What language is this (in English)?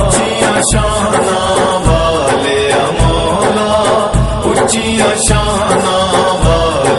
Pahari-Potwari